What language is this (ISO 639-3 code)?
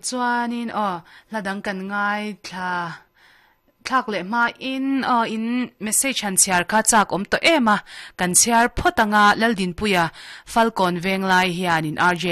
lus